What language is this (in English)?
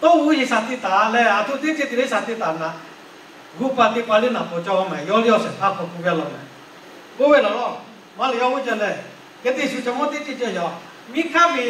Lahu